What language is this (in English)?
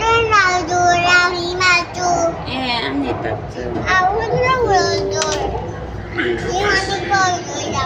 Mizo